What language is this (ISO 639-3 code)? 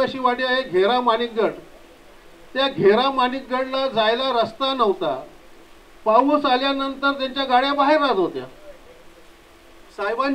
mar